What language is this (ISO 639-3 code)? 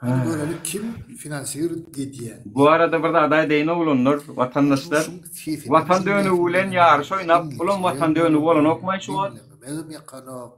tuk